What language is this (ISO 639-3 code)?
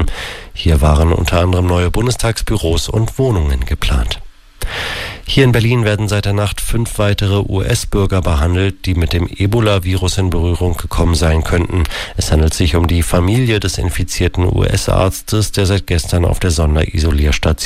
deu